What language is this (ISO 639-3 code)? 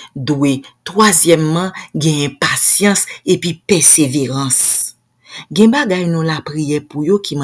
hat